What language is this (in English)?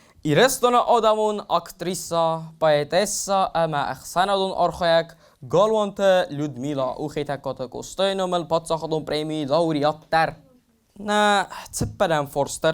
Ossetic